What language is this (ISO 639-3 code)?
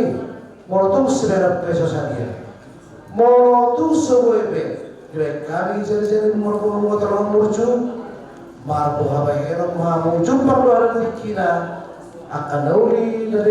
bbc